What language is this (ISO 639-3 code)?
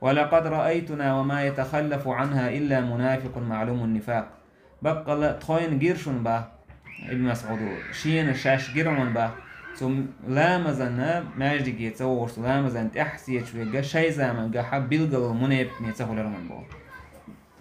che